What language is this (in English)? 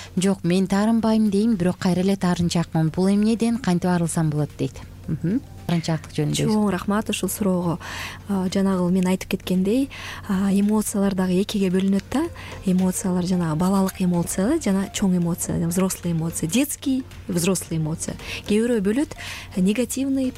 Kyrgyz